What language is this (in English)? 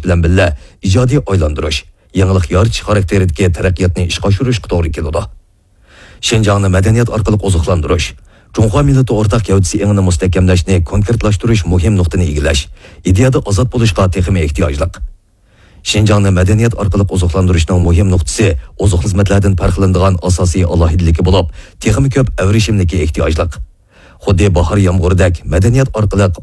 Uyghur